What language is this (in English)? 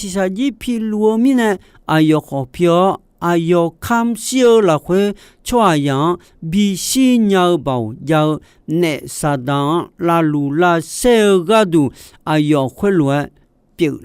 Akha